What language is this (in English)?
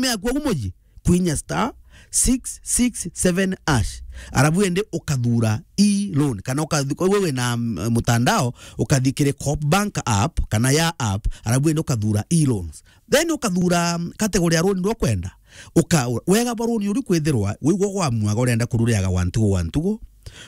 Meru